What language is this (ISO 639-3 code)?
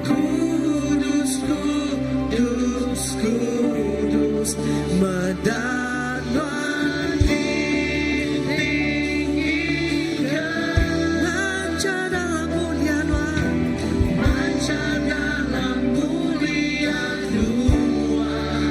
iba